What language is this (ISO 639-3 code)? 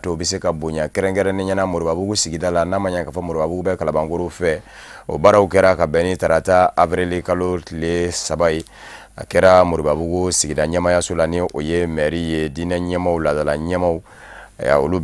bam